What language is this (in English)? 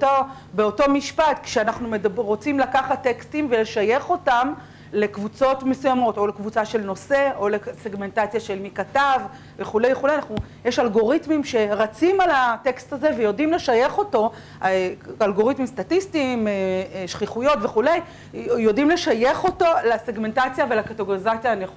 Hebrew